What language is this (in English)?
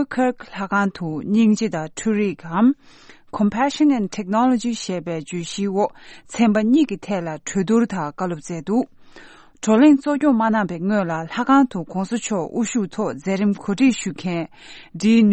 Tibetan